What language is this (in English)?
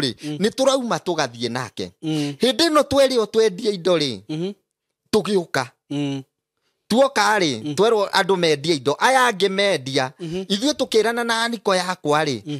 Kikuyu